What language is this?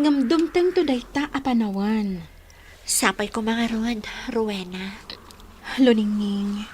Iloko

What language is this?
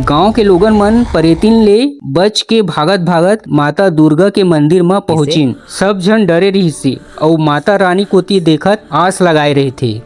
Chhattisgarhi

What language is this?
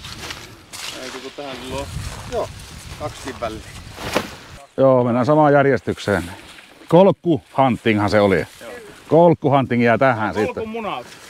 Finnish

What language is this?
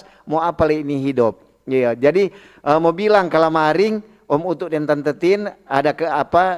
Manado Malay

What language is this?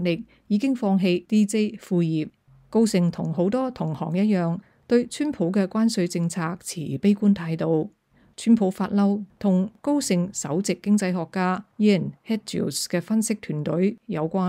Cantonese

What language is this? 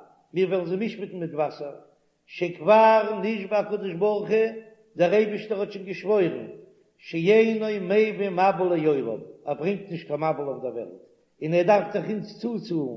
Yiddish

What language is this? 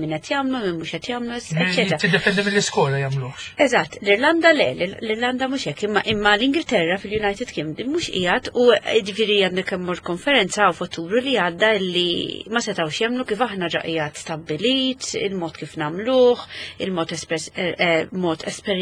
Maltese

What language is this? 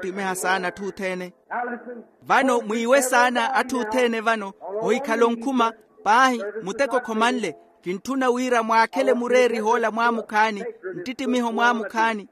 Makhuwa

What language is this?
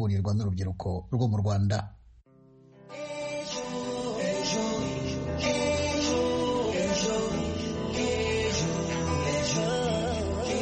Kinyarwanda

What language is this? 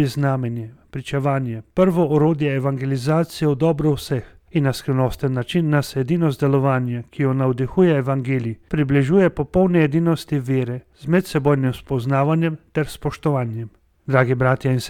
Slovenian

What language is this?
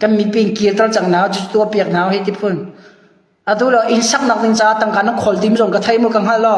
Hakha Chin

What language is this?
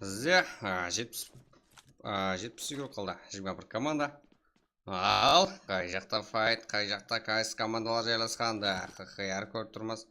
Kara-Kalpak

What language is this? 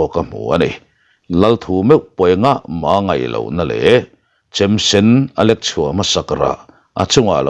Mizo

